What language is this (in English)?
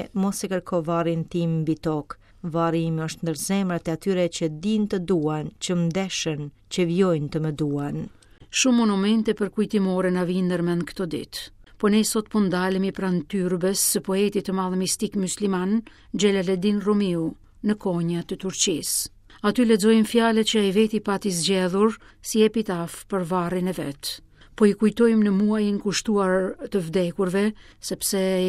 Albanian